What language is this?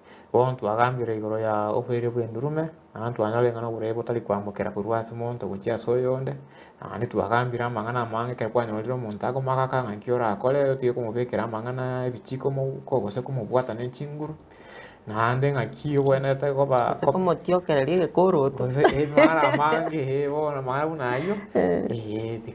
Gusii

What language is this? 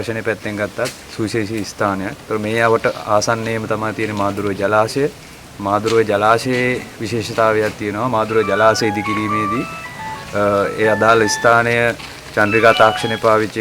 Sinhala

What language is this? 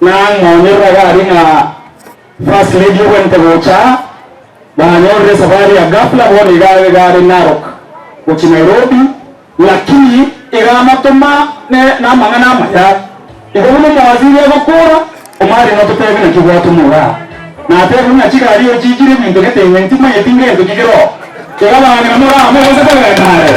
Gusii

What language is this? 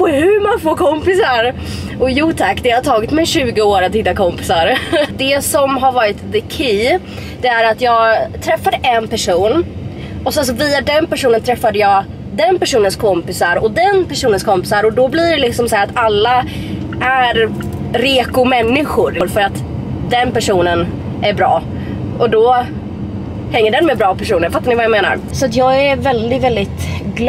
Swedish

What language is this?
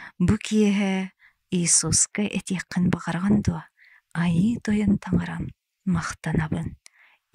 Yakut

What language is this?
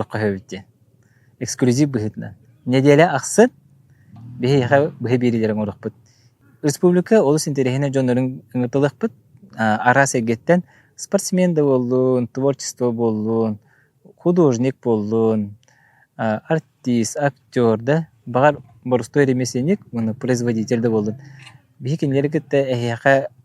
Yakut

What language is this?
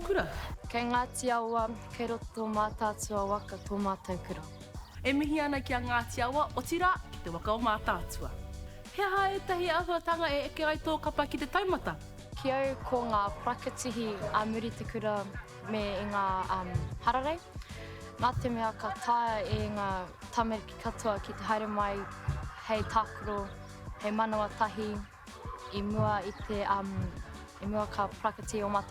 Māori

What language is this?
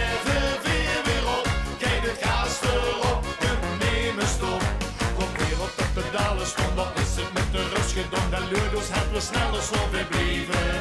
Limburgish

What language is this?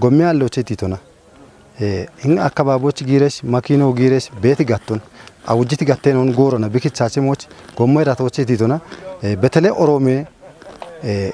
Kafa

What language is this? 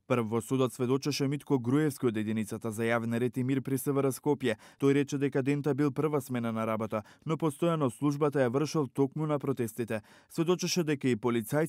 Macedonian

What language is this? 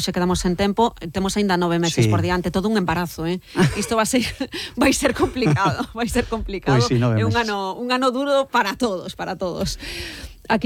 Galician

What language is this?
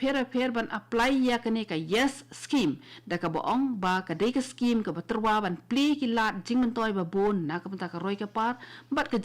Khasi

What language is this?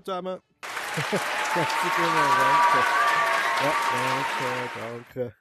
Swiss German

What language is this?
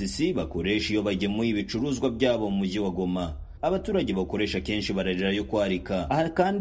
Kinyarwanda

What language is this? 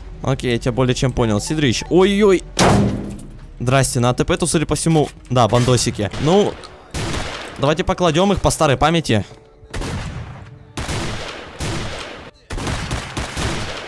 Russian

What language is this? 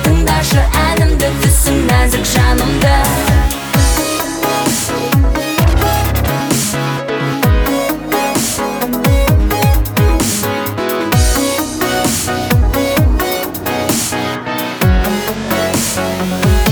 Kazakh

